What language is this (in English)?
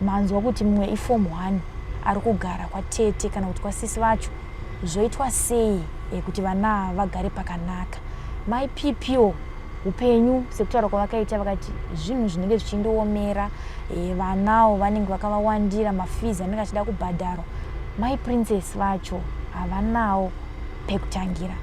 Shona